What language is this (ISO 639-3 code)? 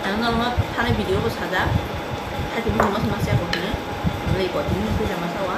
trp